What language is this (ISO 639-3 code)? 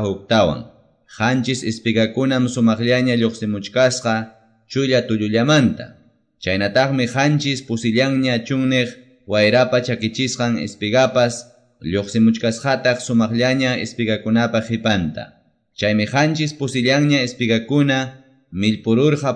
que